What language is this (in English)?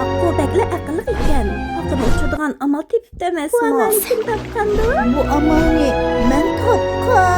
Uyghur